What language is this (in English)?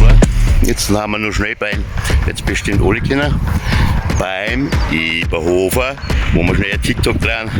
Bavarian